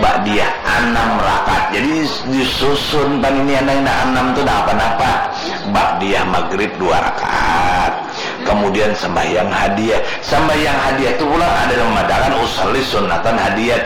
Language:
Banjar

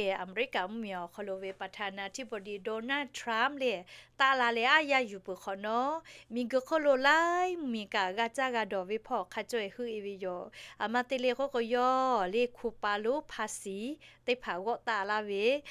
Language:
Lahu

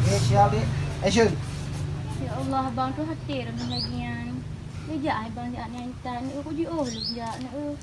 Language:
Achinese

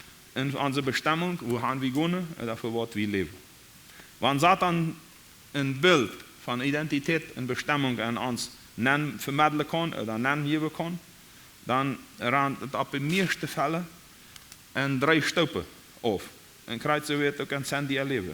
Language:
Plautdietsch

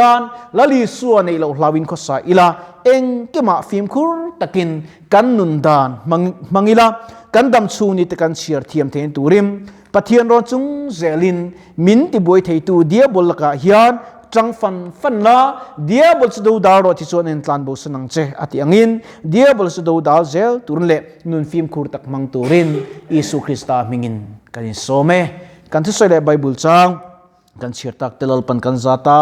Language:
Mizo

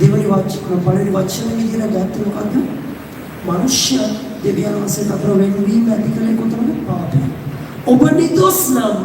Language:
Sinhala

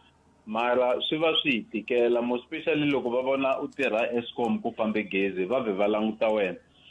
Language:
Tsonga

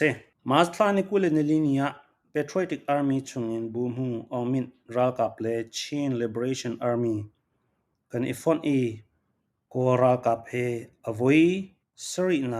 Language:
Falam Chin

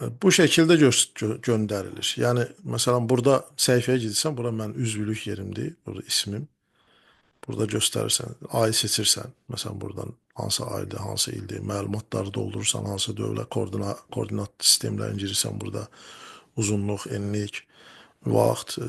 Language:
Azerbaijani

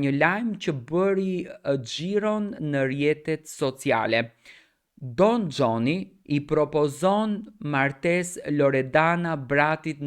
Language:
Albanian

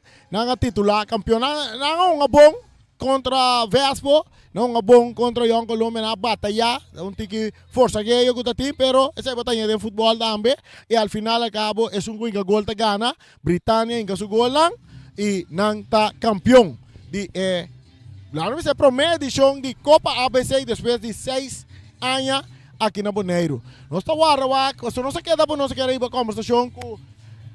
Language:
Papiamento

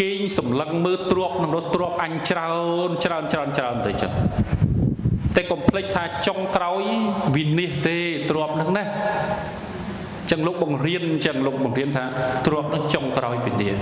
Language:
Khmer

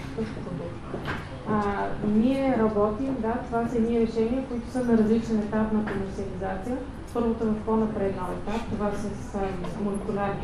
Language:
Bulgarian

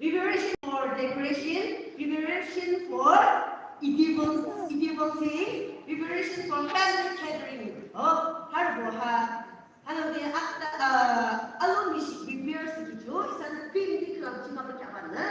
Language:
Yimchungru Naga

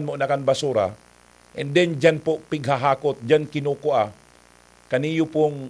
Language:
Bikol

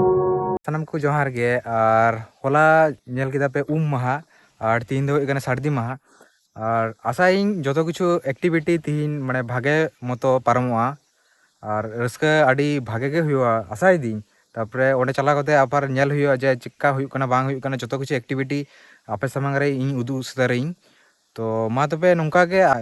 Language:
Santali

